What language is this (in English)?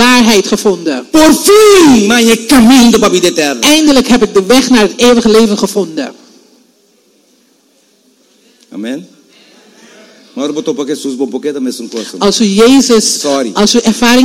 Dutch